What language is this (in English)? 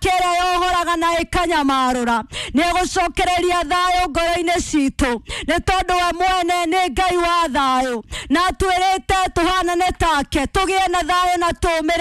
Kikuyu